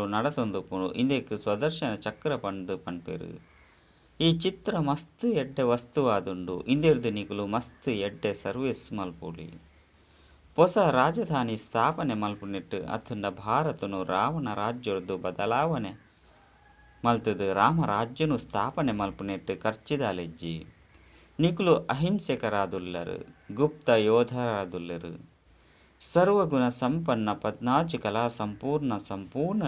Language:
Tulu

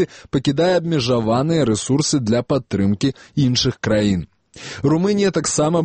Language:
Belarusian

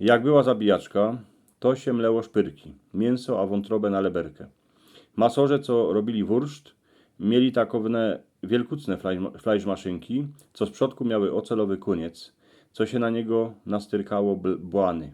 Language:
Silesian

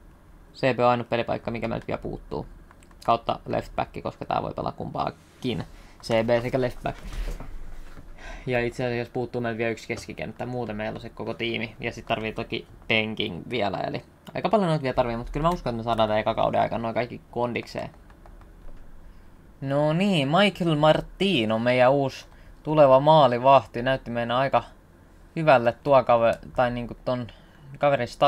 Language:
Finnish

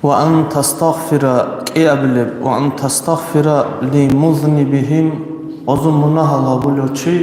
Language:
Avaric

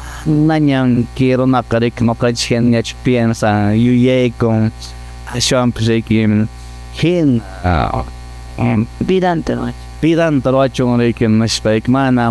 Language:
Quechua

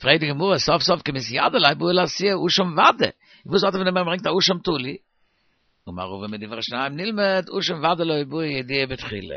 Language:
Yiddish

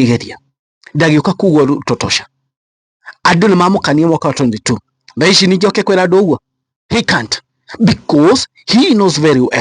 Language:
Kikuyu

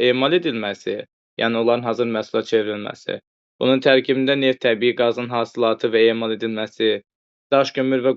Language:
Azerbaijani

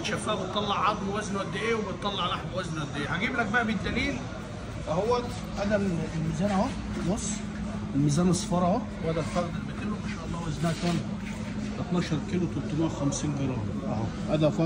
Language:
Egyptian Arabic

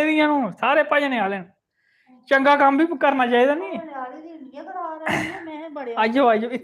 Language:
Dogri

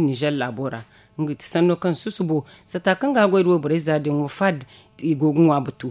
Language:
Zarma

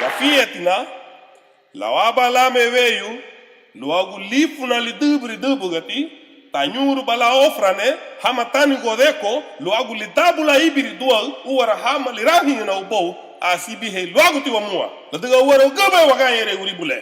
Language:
Garifuna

